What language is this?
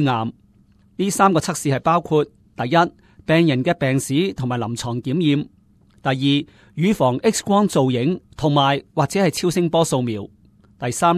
Cantonese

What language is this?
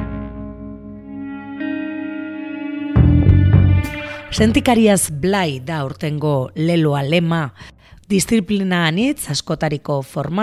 Basque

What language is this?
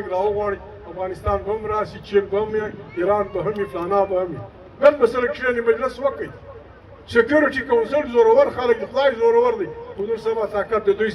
Pashto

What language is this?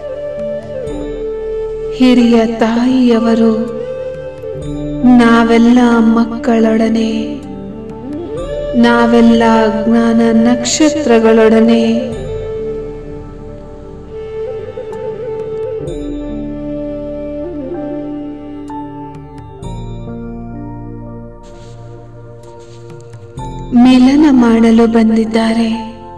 Kannada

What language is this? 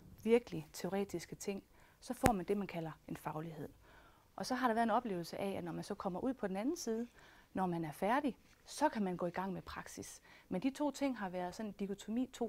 Danish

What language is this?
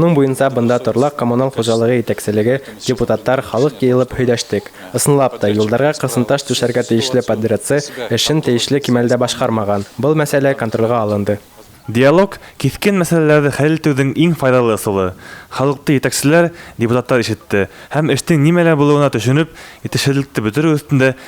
Bashkir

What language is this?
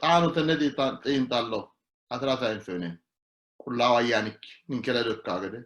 Sidamo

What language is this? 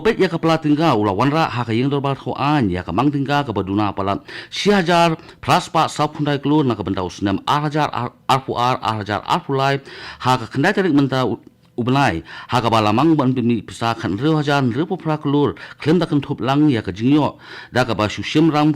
Khasi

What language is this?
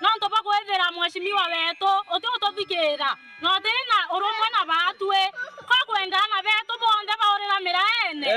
Meru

